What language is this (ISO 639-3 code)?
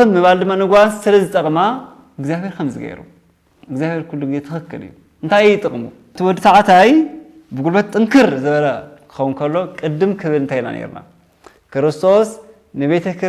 tir